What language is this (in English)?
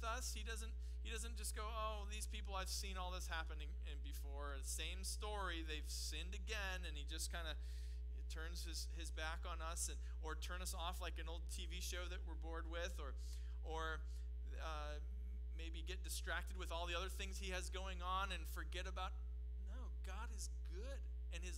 English